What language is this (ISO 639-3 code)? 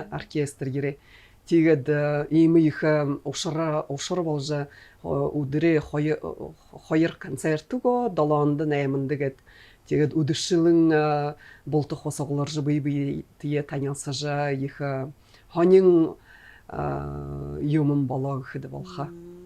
bua